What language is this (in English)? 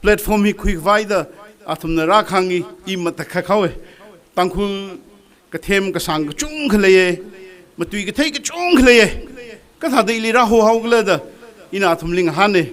Tangkhul Naga (India)